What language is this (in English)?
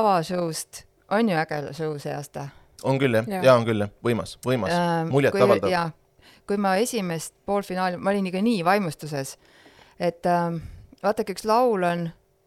Estonian